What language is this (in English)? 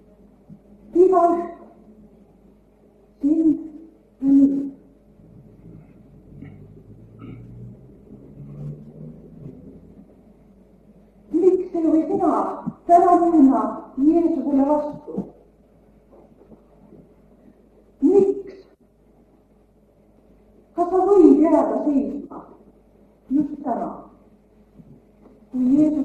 Estonian